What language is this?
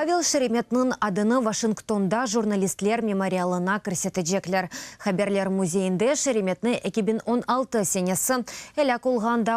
Crimean Tatar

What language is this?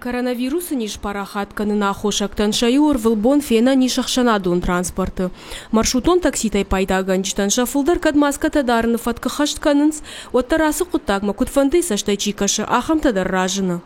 Ossetic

